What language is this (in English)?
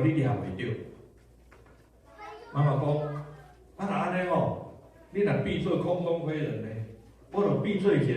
Min Nan Chinese